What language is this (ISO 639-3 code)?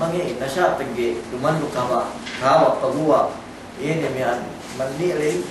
yka